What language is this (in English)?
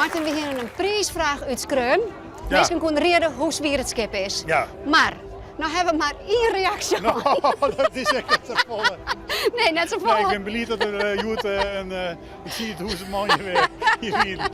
Western Frisian